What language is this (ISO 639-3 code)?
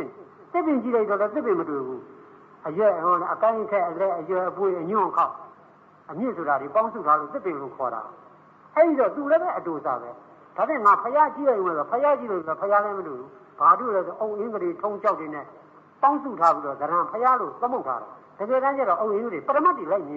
mya